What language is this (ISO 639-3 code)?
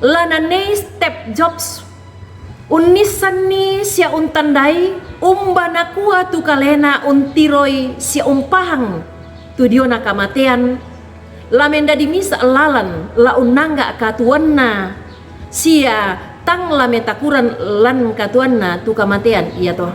sda